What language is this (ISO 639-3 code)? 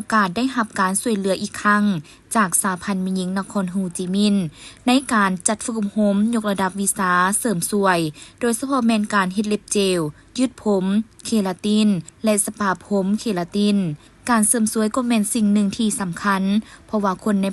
lao